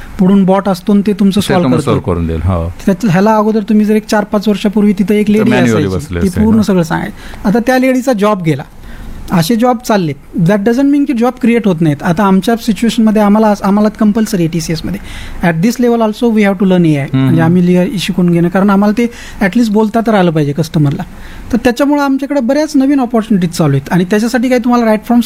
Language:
Marathi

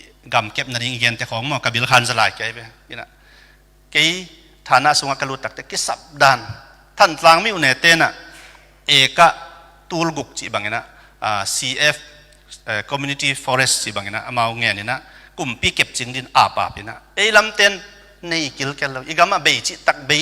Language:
Tedim Chin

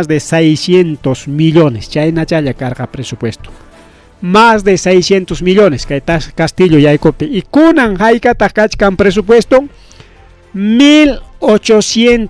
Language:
Ayacucho Quechua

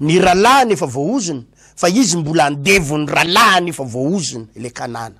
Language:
Malagasy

